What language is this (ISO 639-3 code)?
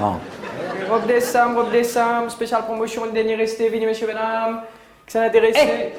mfe